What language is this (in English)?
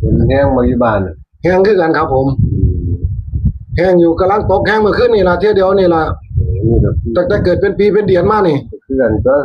Northeastern Thai